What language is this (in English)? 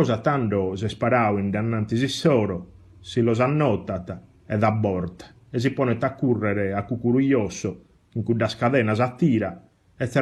Sardinian